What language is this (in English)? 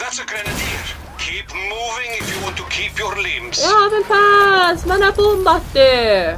South Azerbaijani